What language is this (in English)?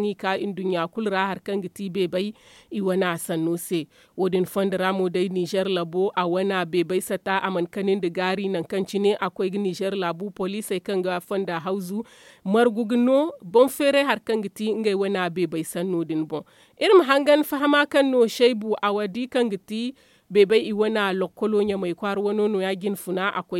Zarma